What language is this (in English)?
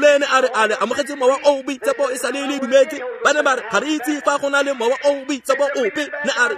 Tswana